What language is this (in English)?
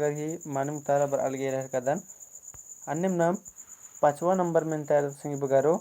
Kurukh